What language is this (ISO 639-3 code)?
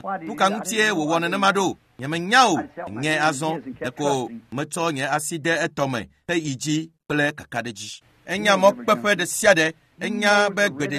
ewe